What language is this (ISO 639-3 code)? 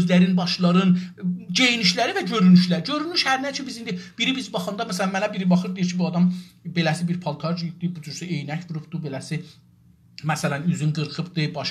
azb